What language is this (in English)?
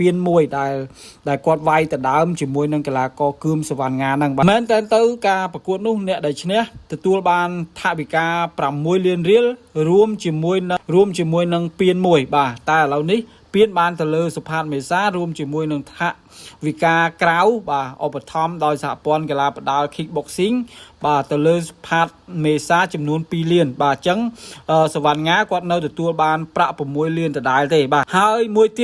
Khmer